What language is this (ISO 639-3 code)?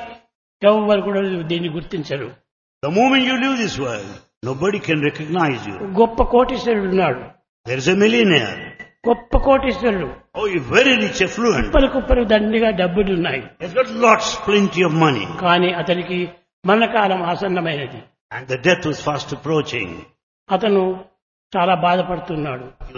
tel